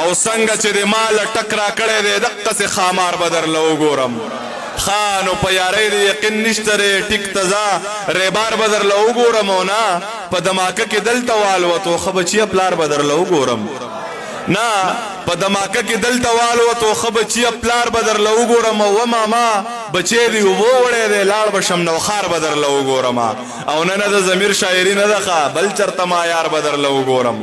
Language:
Pashto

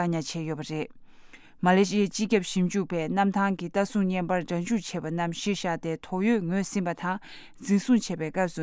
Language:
Tibetan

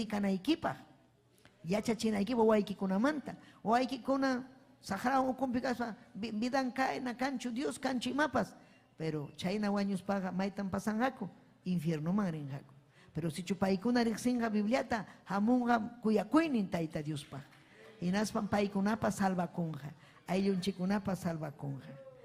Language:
Ayacucho Quechua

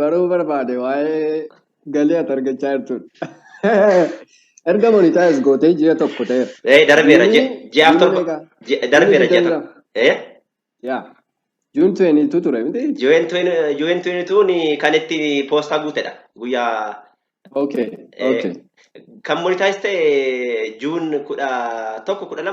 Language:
Oromo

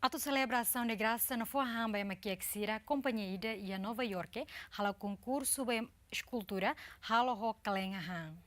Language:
Tetum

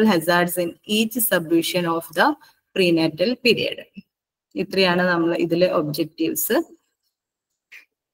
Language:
Malayalam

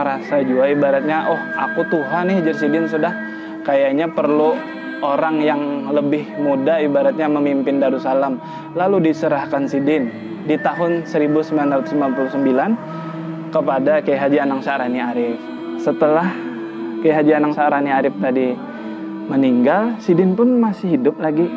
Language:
Banjar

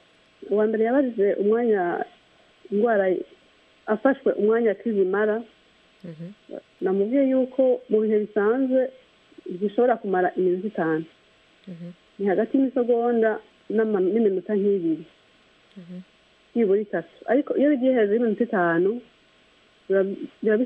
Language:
Kinyarwanda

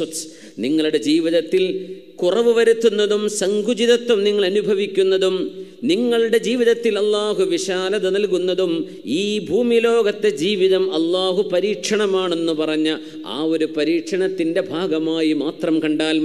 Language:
Malayalam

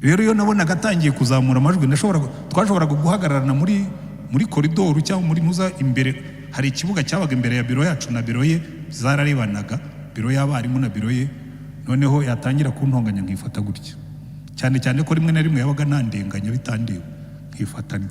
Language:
Kinyarwanda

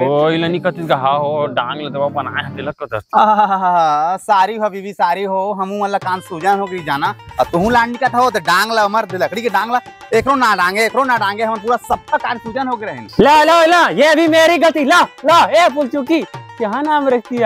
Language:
Chhattisgarhi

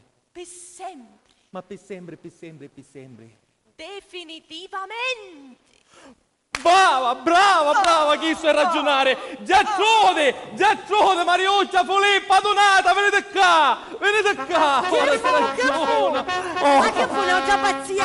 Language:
Sicilian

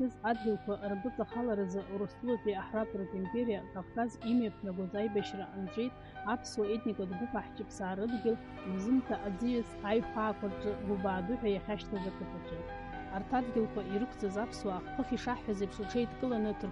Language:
Abkhazian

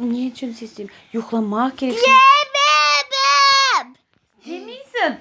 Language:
Crimean Tatar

